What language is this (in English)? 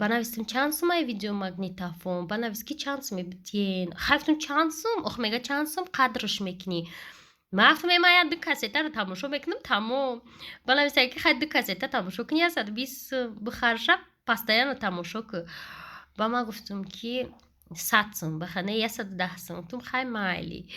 Tajik